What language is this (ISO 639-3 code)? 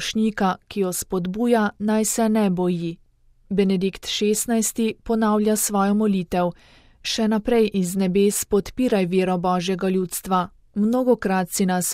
slv